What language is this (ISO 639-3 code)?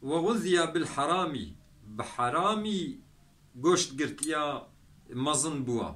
kur